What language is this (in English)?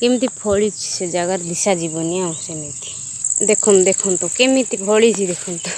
Odia